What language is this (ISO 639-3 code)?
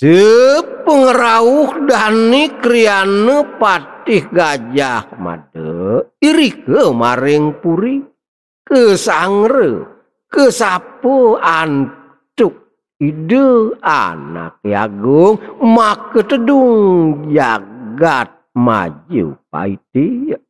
ban